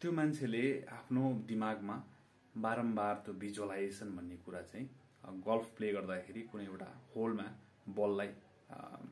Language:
Nepali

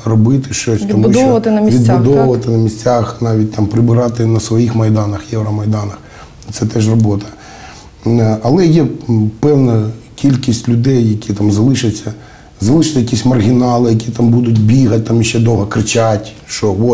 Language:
Ukrainian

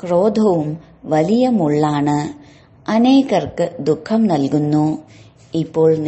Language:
Malayalam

